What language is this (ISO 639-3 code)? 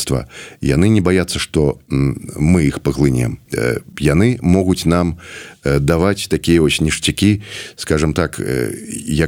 bel